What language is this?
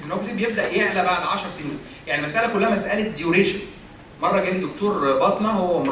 Egyptian Arabic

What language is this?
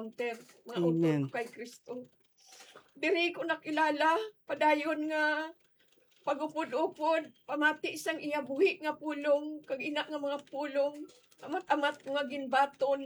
Hiligaynon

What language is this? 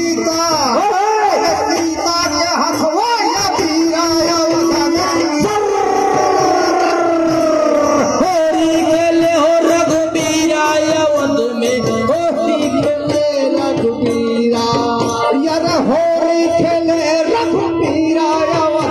Bhojpuri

